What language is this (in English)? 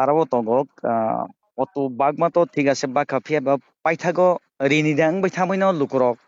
Kok Borok